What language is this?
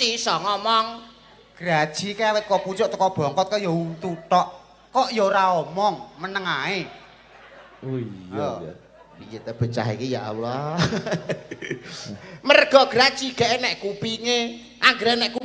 Javanese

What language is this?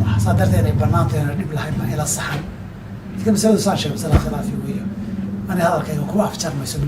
Somali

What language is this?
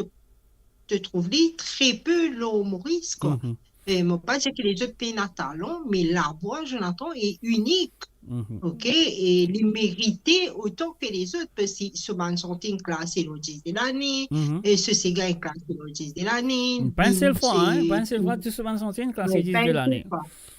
Morisyen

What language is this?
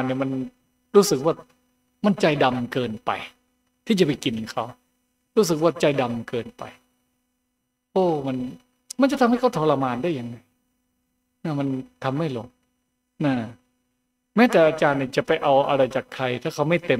Thai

